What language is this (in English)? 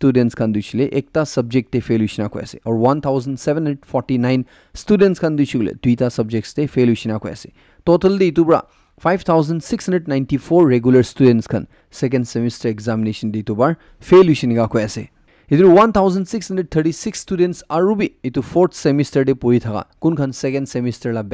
Naga Pidgin